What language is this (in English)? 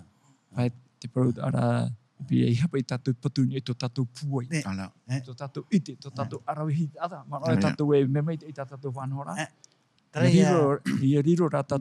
Tahitian